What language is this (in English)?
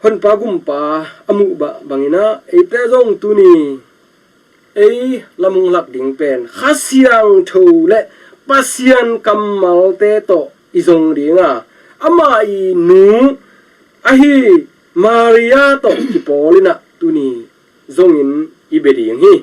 Tedim Chin